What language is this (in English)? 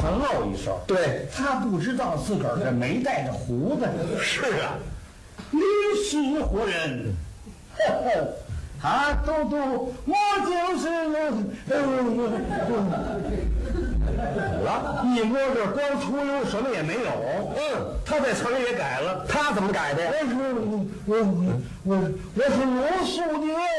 Chinese